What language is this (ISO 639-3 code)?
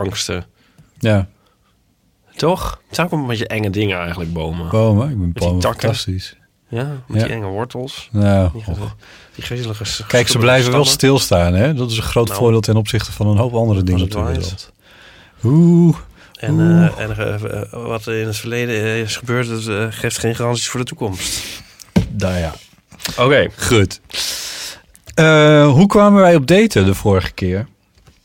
nld